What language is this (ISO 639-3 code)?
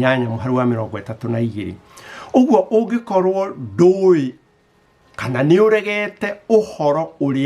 kik